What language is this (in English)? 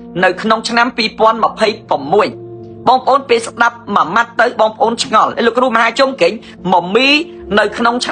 Khmer